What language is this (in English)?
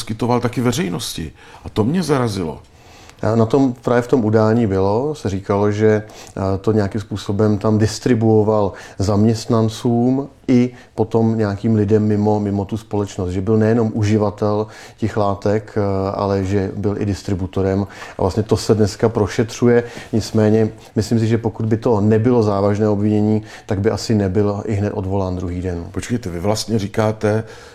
Czech